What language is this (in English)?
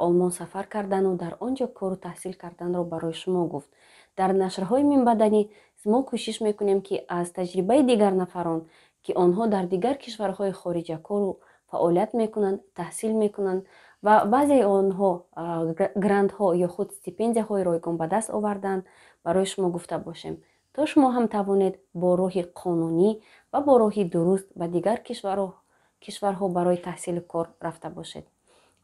Tajik